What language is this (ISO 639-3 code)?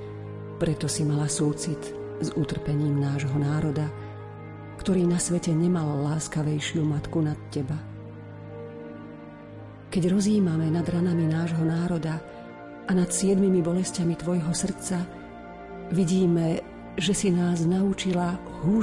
slk